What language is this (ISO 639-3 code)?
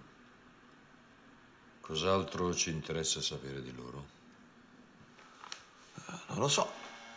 ita